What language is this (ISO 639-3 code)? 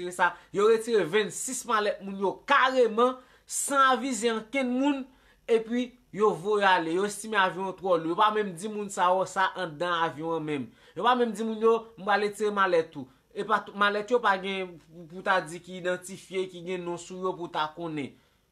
hat